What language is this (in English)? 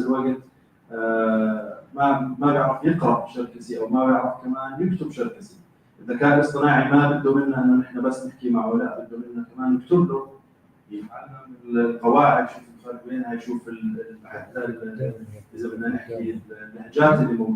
North Levantine Arabic